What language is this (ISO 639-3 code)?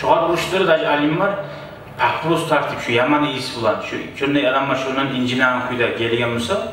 kum